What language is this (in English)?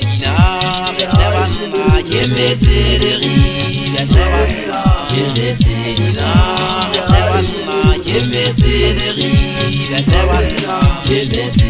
Southern Sotho